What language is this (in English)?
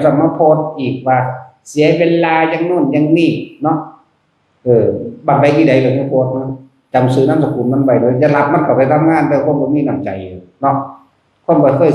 Northeastern Thai